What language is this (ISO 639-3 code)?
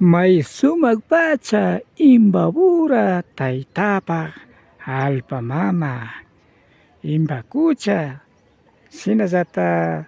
qvi